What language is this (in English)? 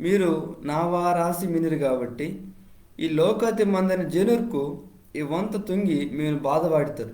Koya